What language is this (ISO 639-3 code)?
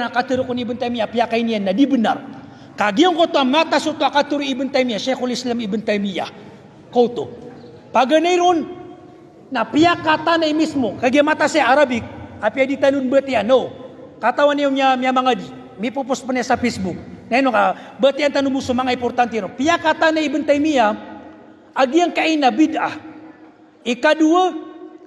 mrw